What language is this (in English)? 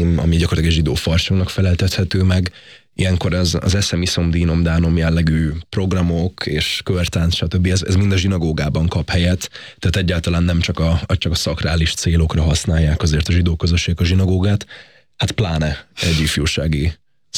Hungarian